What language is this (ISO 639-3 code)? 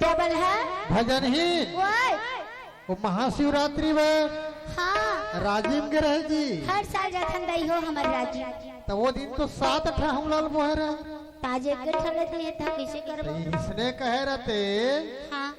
hne